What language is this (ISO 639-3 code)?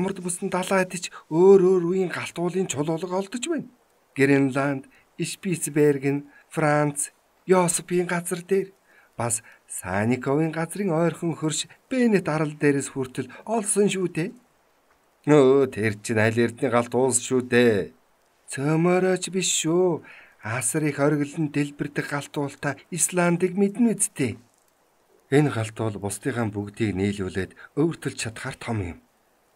mon